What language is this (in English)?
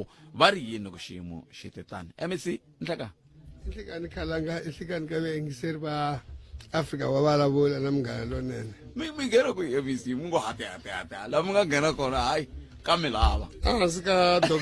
Tsonga